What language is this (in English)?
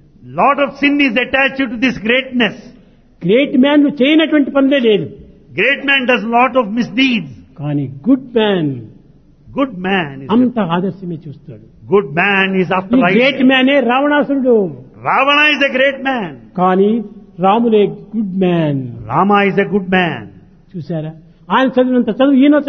Telugu